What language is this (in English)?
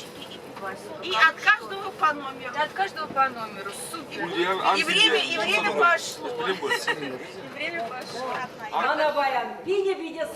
Chuvash